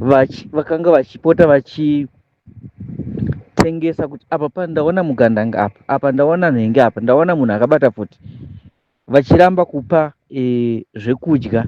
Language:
Shona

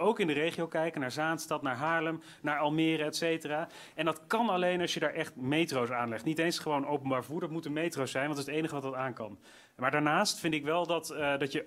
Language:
Dutch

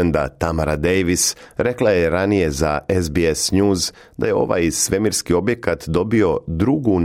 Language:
Serbian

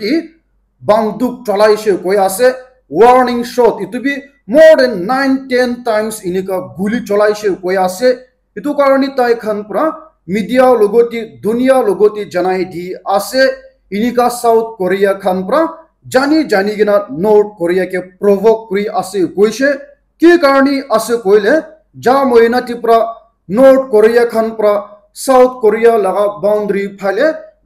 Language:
Naga Pidgin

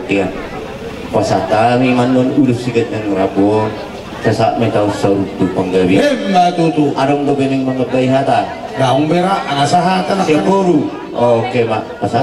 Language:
Batak Toba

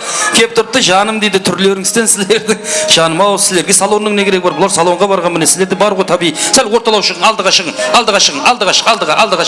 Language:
Kara-Kalpak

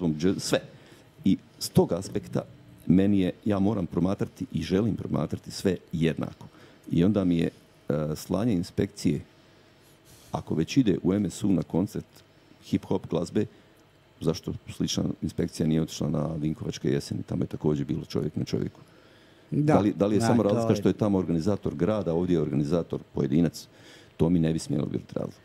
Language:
Croatian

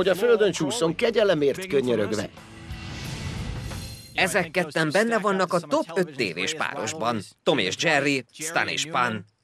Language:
Hungarian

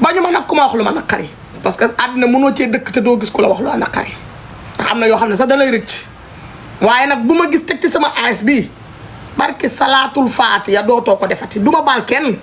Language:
Wolof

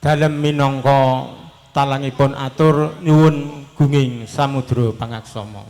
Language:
Javanese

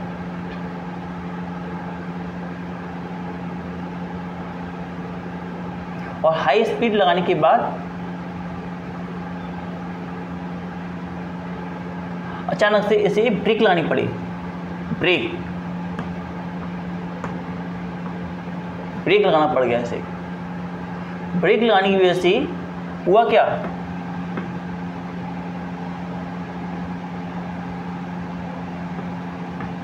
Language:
Hindi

